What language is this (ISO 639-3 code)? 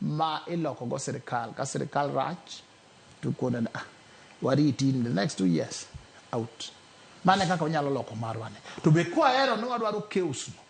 luo